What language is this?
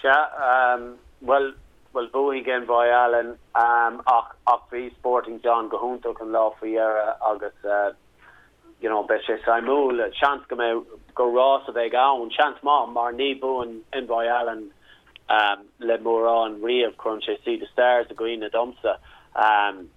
Irish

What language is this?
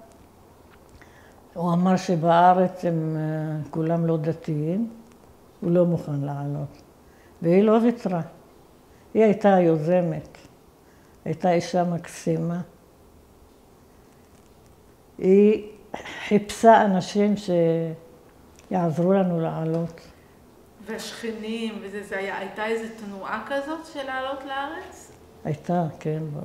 Hebrew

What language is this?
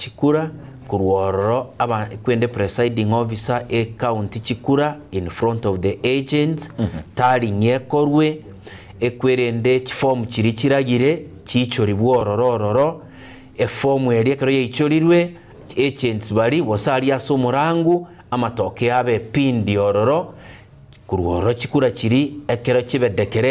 Gusii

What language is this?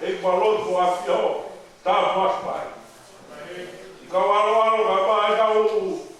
Tongan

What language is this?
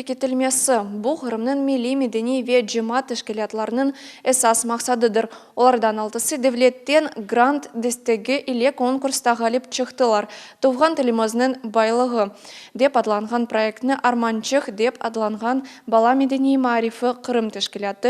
Crimean Tatar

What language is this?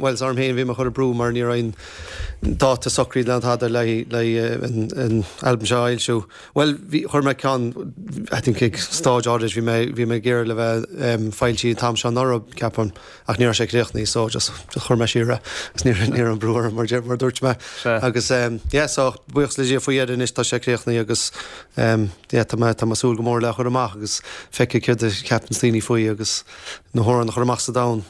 Irish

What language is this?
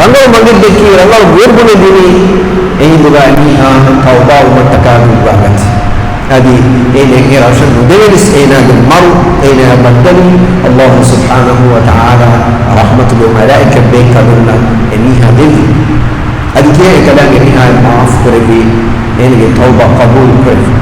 Divehi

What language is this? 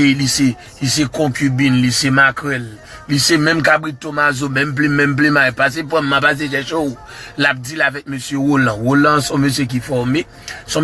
Haitian Creole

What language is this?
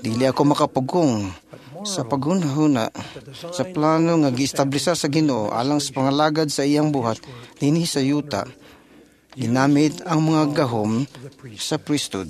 Cebuano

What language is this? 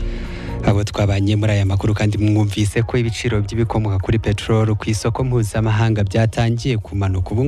Kinyarwanda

